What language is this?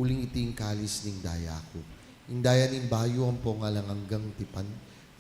Pampanga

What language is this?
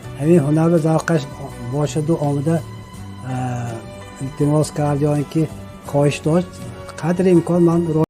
Tajik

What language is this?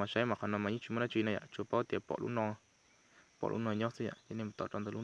Hmong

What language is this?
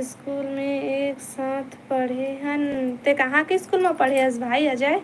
Chhattisgarhi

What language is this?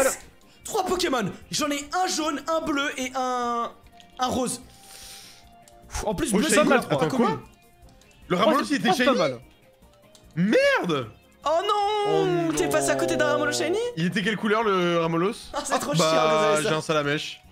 French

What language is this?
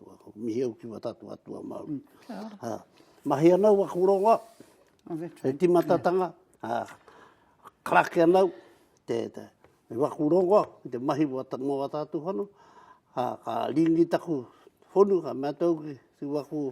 Māori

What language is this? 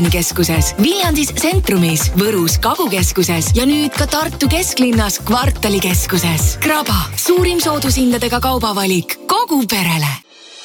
Estonian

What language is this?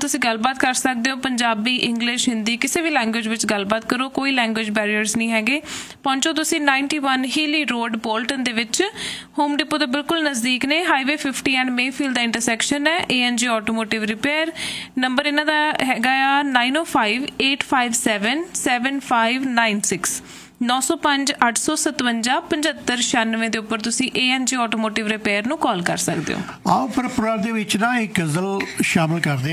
Punjabi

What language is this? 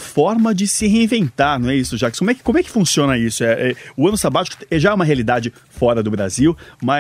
Portuguese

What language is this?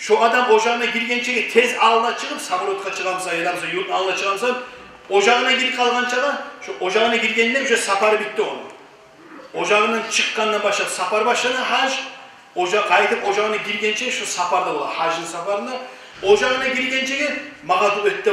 Kumyk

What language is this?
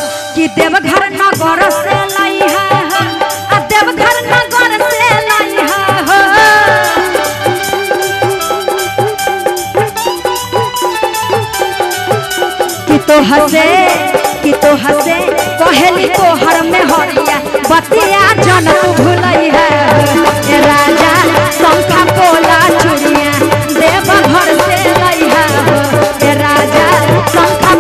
Bhojpuri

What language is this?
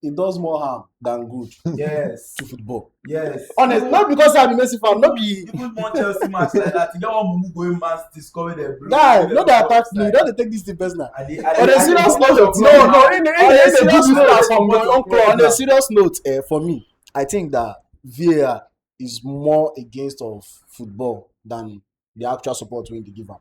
Nigerian Pidgin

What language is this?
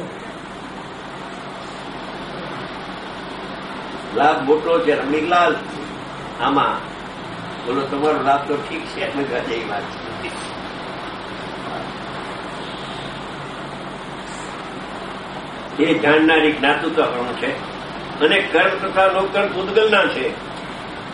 Gujarati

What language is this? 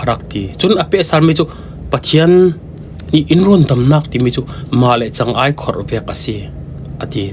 Falam Chin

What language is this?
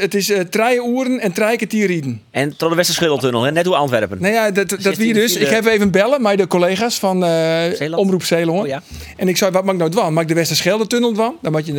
Western Frisian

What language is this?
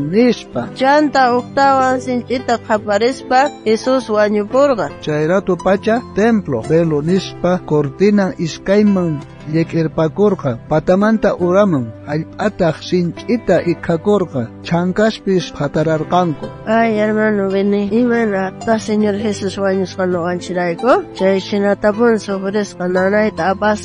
South Bolivian Quechua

